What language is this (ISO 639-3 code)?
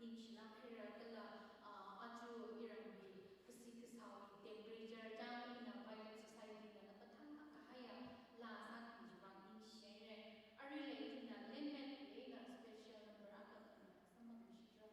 nmf